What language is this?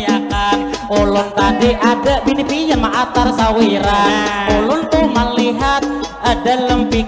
Banjar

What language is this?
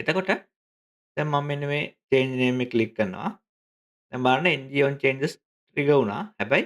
Sinhala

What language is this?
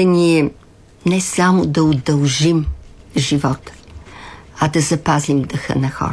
Bulgarian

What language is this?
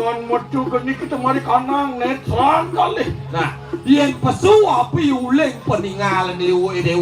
Balinese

